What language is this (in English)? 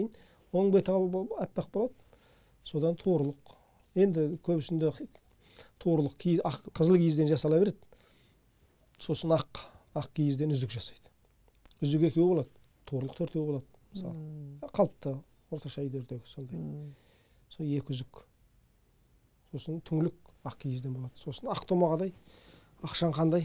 Kazakh